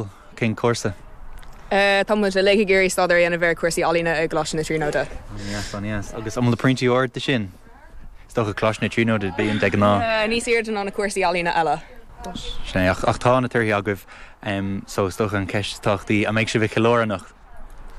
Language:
Irish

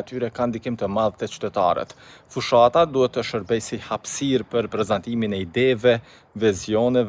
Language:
Albanian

